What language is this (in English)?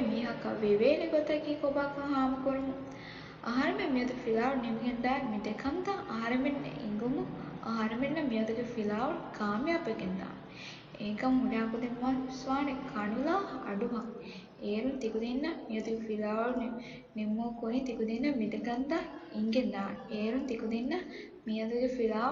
Divehi